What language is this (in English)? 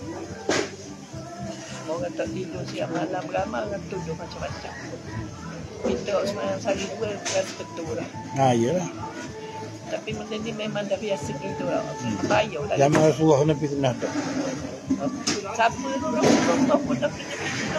Malay